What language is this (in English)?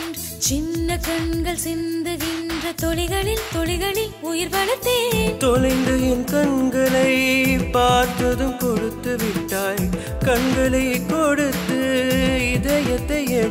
Tamil